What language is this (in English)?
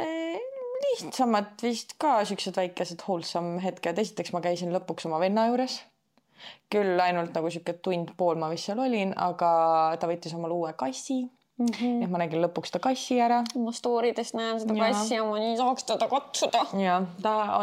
Estonian